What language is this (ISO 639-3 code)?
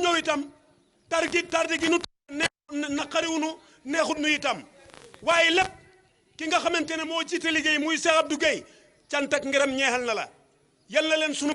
wol